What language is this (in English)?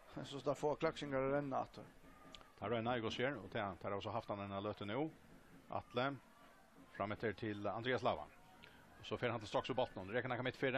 Faroese